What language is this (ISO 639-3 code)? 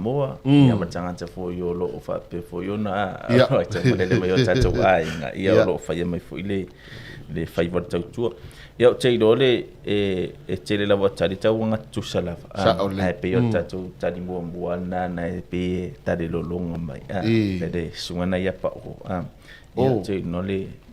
smo